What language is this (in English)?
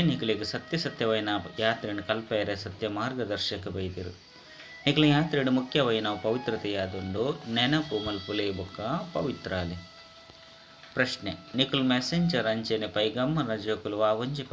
Tulu